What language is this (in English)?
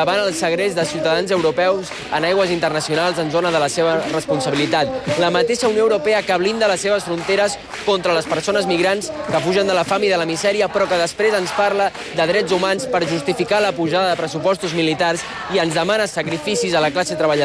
Catalan